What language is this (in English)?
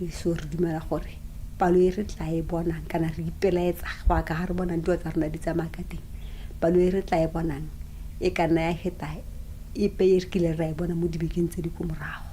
Tswana